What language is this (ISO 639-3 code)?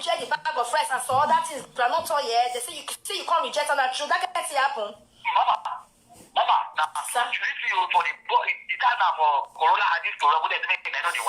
pcm